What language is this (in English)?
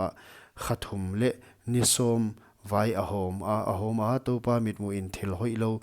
Paite Chin